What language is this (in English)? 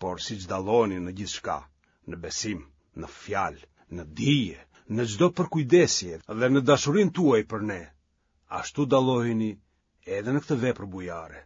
Albanian